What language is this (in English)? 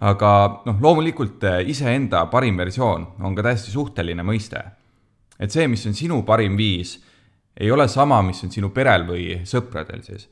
Estonian